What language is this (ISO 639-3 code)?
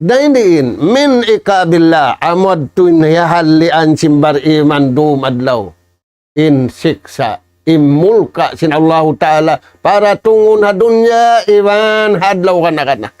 tsg